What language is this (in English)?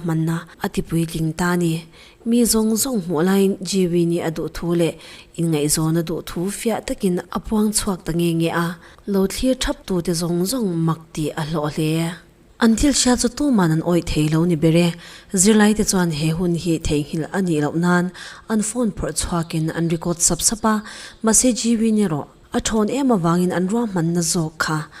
Mizo